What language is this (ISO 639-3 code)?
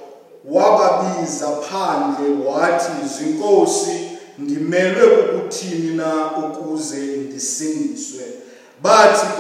xho